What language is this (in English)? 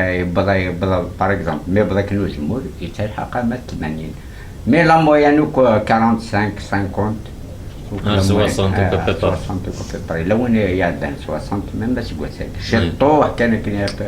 Kabyle